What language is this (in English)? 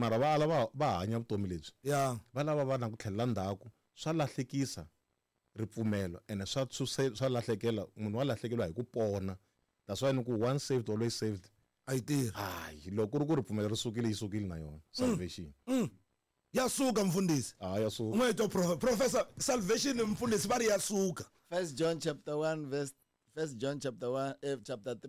Tsonga